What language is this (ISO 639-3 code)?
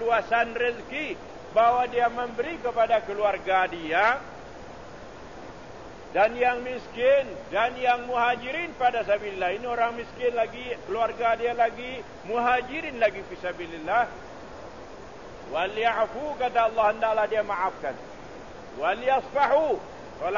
msa